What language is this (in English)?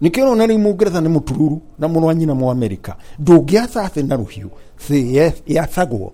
Kikuyu